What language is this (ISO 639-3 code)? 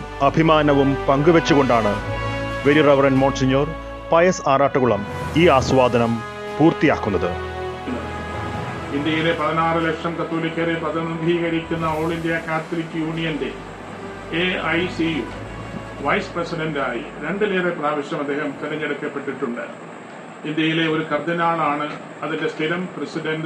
mal